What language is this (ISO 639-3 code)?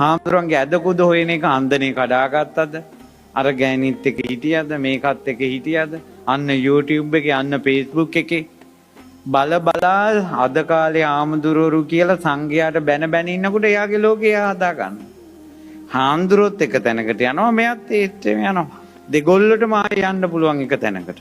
sin